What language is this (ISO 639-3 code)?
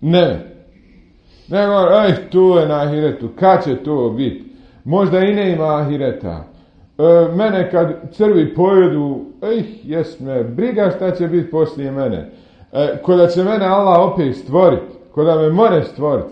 bos